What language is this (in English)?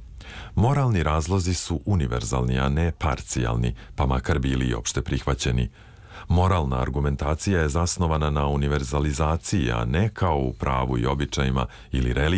Serbian